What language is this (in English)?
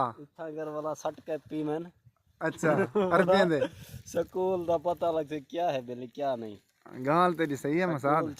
Saraiki